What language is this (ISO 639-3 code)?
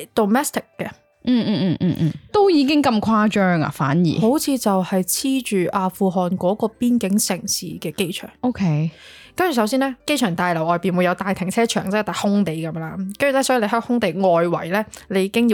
yue